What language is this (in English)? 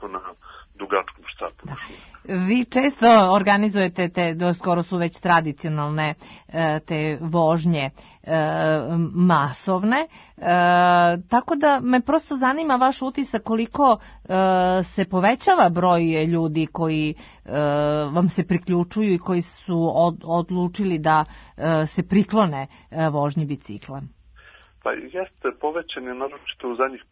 Serbian